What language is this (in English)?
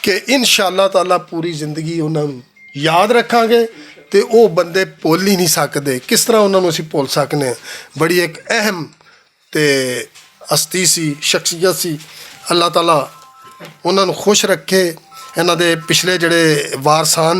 Western Panjabi